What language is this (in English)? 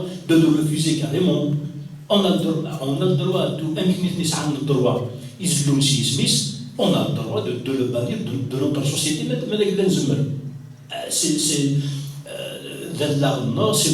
Kabyle